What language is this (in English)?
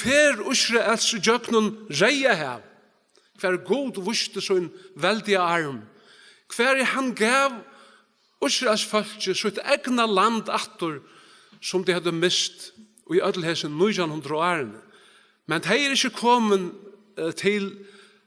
Faroese